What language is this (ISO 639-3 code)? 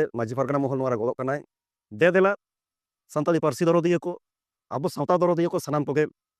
sat